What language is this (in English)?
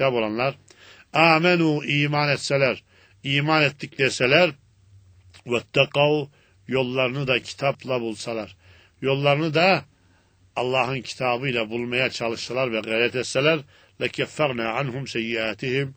Turkish